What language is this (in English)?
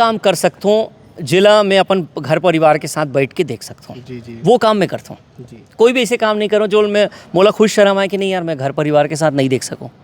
Chhattisgarhi